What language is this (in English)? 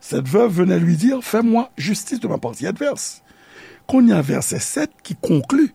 Haitian Creole